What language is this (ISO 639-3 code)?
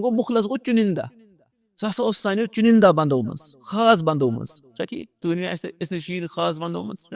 kas